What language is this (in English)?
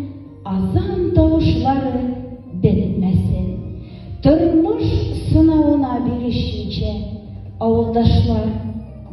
Tatar